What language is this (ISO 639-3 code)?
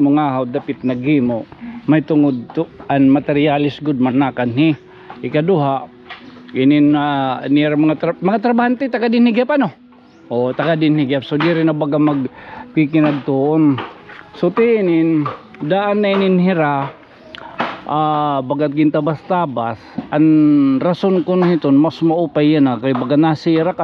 war